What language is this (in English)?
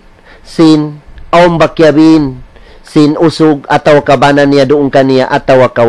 Tausug